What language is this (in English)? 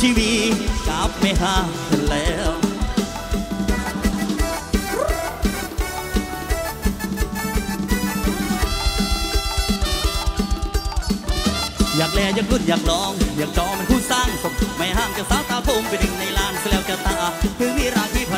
Thai